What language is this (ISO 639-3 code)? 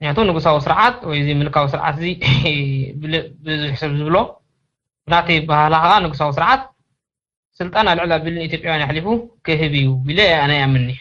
tir